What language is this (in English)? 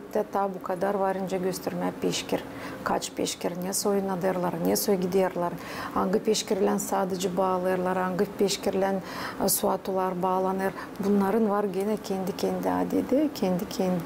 Gagauz